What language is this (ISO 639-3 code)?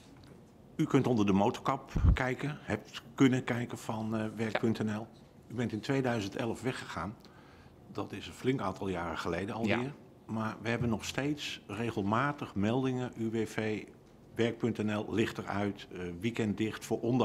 nld